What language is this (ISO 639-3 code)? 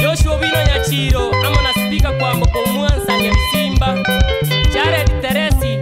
guz